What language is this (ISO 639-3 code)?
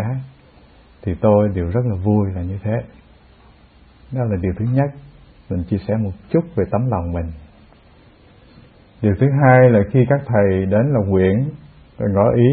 vie